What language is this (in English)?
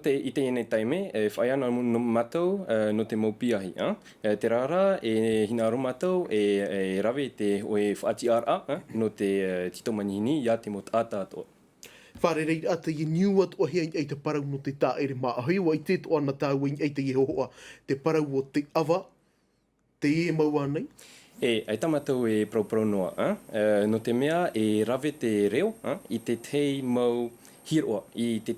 Tahitian